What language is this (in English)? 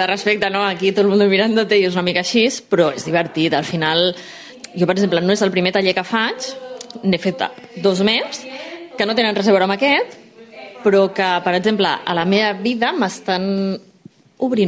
Catalan